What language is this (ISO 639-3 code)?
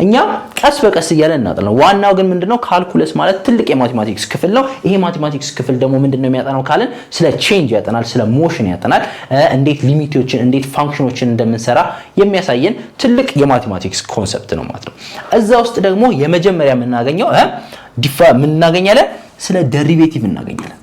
amh